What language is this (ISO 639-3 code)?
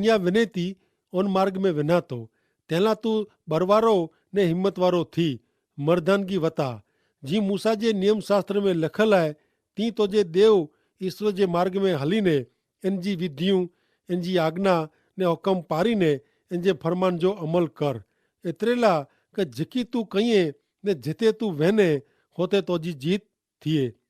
kfr